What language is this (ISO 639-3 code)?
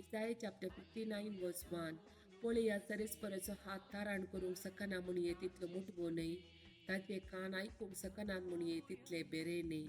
kok